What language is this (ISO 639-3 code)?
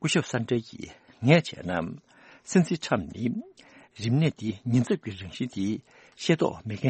bod